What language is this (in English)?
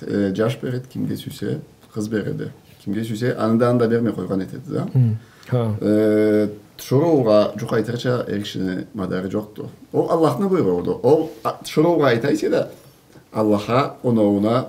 Karachay-Balkar